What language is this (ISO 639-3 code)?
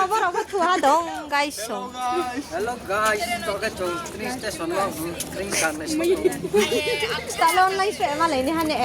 ria